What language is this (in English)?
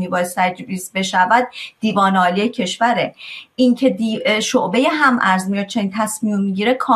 Persian